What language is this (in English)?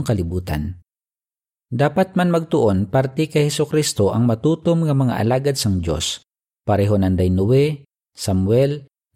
Hiligaynon